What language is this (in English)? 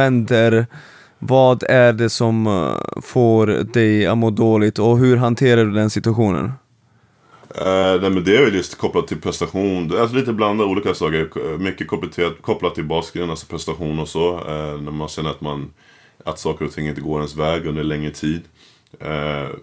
Swedish